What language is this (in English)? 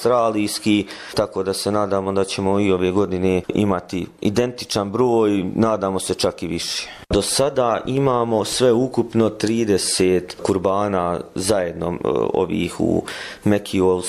Bosnian